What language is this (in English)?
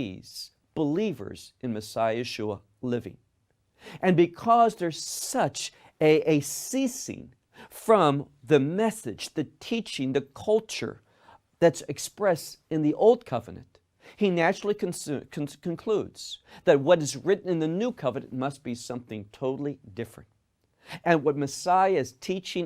English